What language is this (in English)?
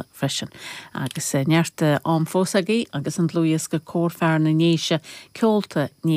Irish